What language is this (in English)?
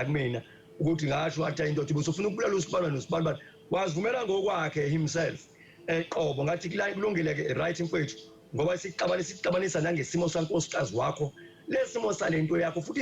Zulu